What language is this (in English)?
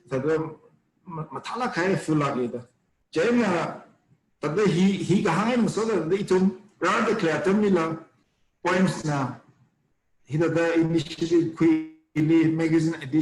Tangkhul Naga (India)